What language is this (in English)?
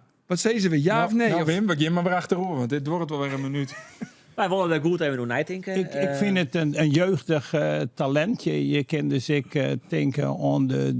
Western Frisian